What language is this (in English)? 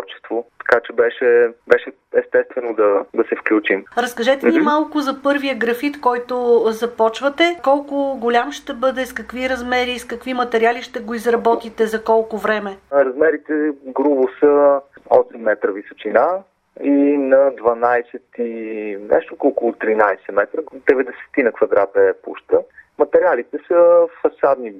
Bulgarian